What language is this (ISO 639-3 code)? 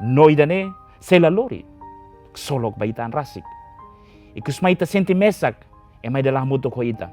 tet